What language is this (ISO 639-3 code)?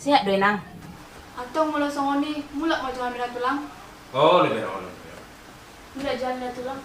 bbc